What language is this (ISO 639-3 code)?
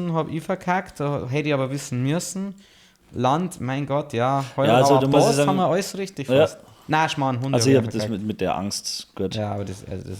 bar